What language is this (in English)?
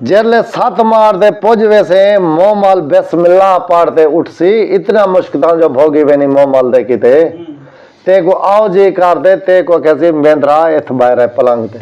Saraiki